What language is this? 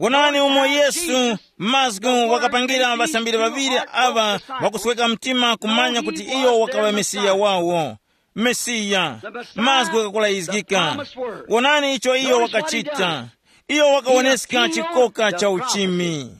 Tumbuka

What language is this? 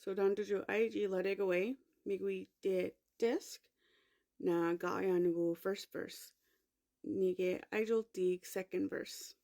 Mi'kmaw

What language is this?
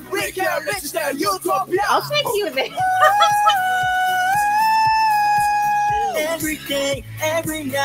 English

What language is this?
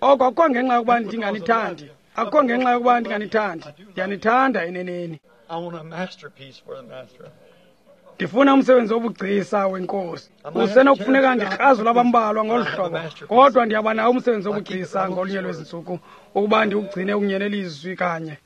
Xhosa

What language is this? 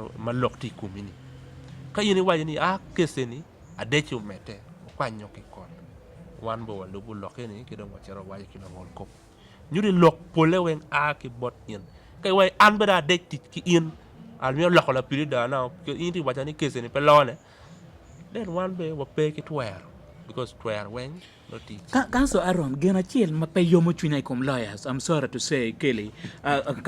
Acoli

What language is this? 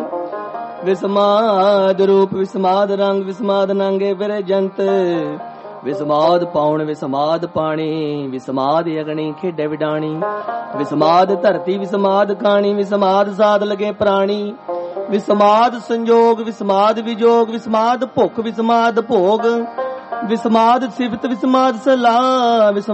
Punjabi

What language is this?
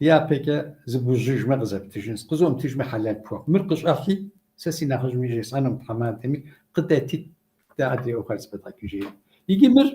Kabardian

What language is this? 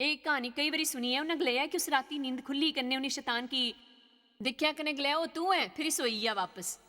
Dogri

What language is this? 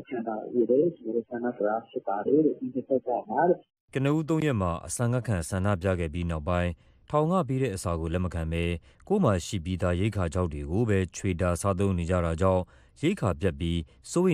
Burmese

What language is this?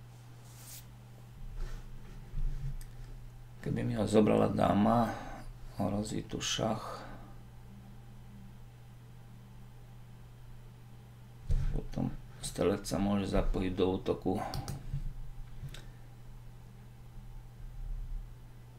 Slovak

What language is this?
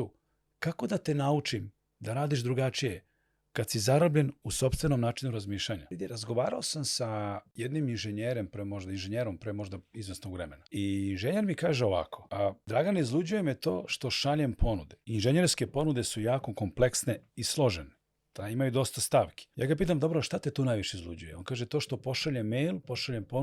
Macedonian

